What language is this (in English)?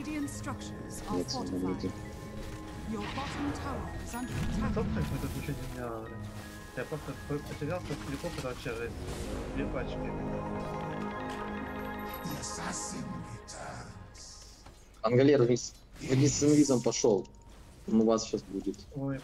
Russian